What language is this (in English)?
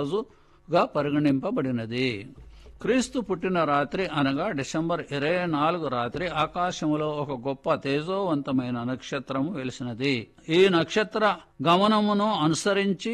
Telugu